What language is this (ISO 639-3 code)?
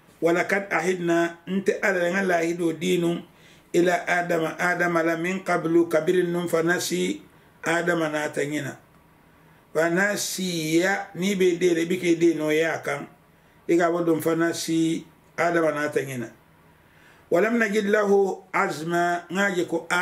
man